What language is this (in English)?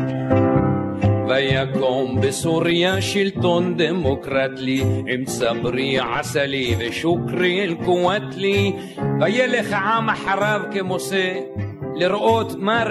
Hebrew